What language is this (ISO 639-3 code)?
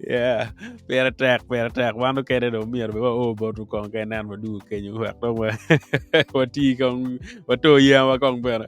ach